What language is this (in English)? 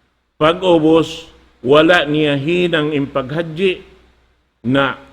Tausug